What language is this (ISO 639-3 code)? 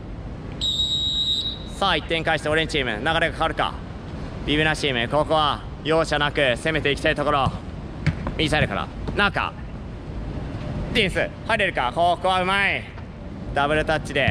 jpn